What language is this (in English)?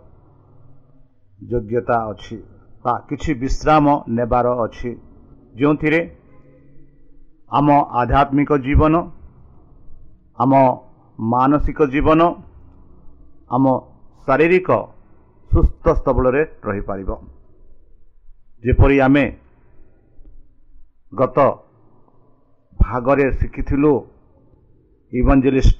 Odia